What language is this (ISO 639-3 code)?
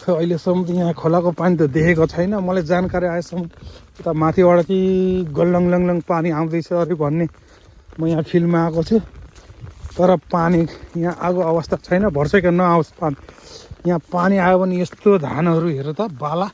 nep